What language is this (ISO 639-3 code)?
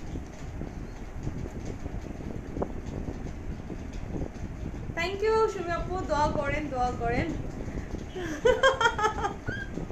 ben